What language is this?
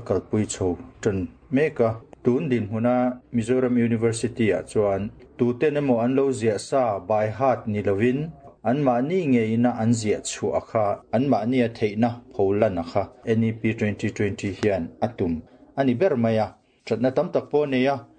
Mizo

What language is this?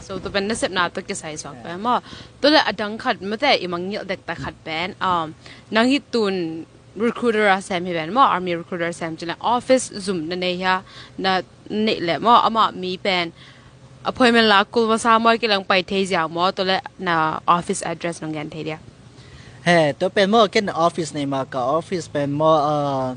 Tedim Chin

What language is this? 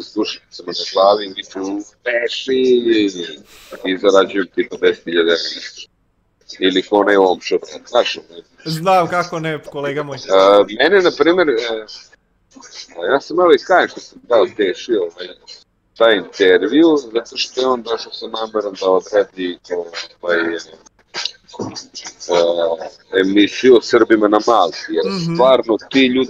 Serbian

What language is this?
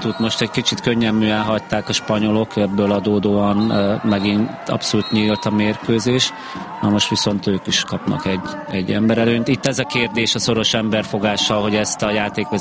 Hungarian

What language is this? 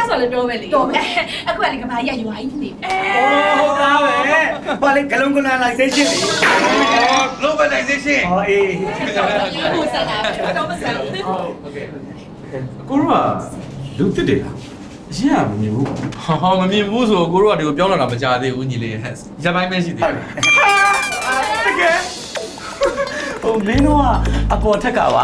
Burmese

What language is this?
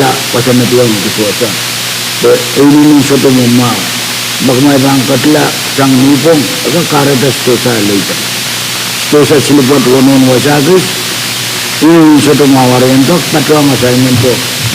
Pohnpeian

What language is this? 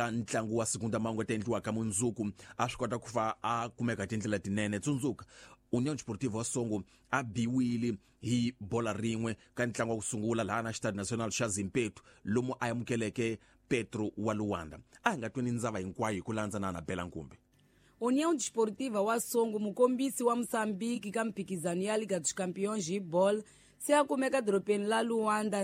Tsonga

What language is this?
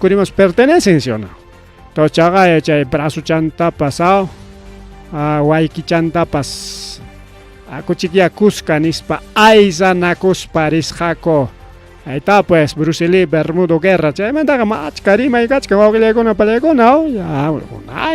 Ayacucho Quechua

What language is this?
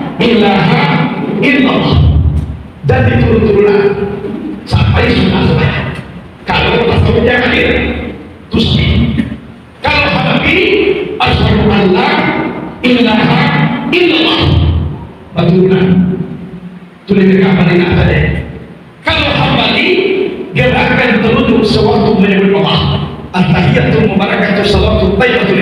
Minangkabau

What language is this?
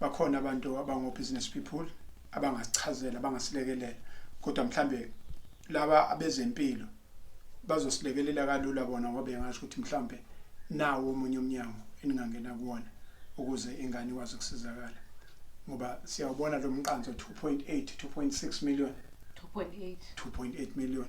Zulu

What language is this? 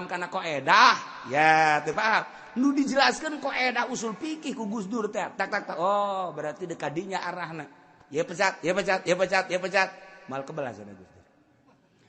Sundanese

